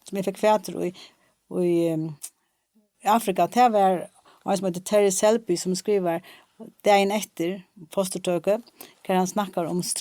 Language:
Faroese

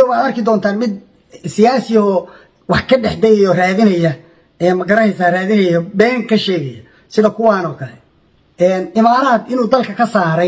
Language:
Somali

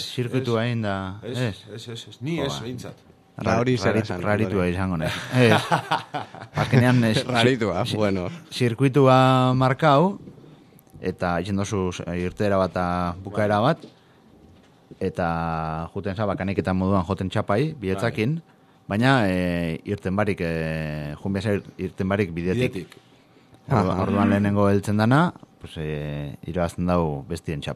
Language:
Basque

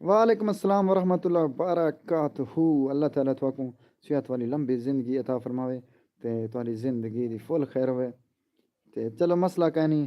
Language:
Saraiki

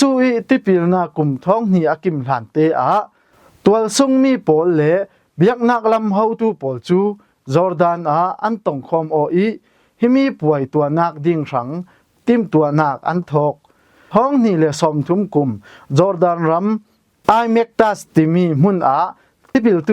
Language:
Falam Chin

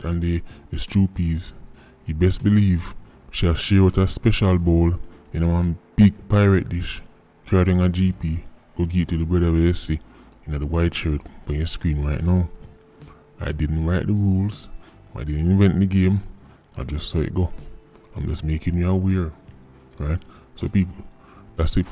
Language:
Jamaican Creole English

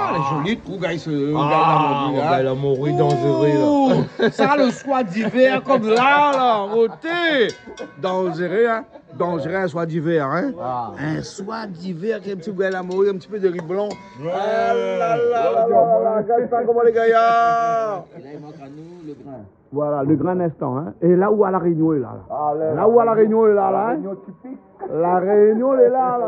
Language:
Réunion Creole French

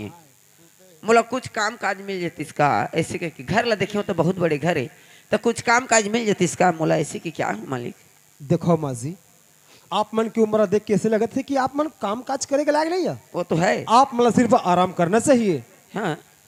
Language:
Chhattisgarhi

